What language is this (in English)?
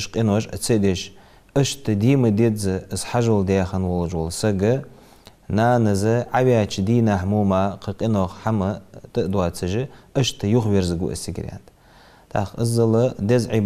Ingush